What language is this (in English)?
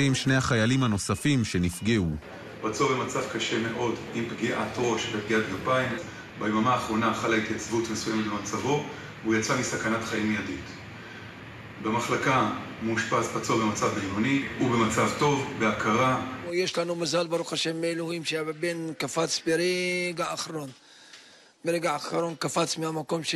Hebrew